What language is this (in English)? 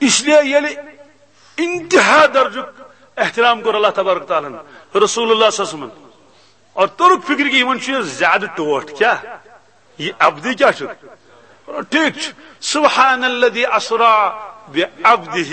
Kashmiri